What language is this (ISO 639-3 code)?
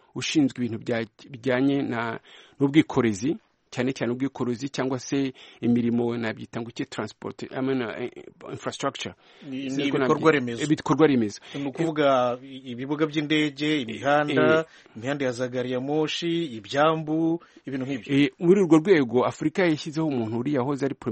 kin